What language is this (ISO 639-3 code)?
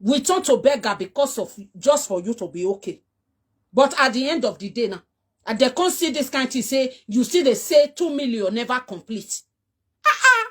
pcm